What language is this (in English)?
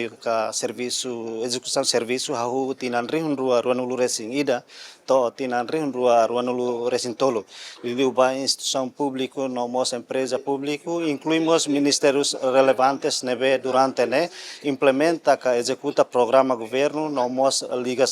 Tetum